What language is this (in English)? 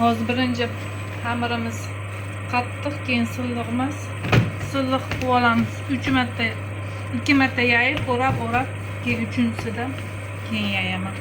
Uzbek